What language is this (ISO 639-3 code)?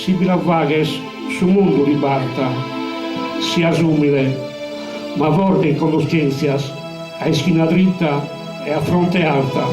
srd